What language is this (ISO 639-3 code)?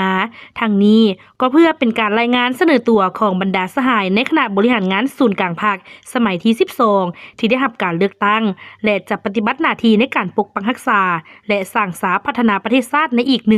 lao